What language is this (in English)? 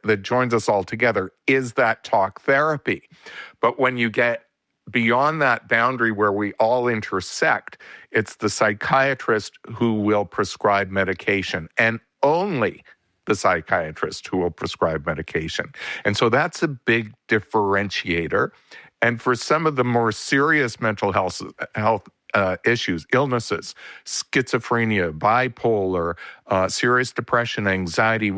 English